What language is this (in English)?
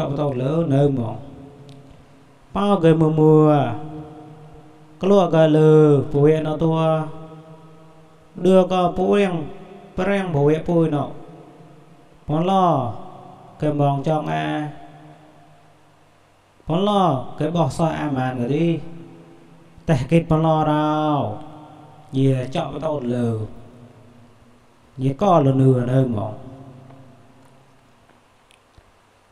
Vietnamese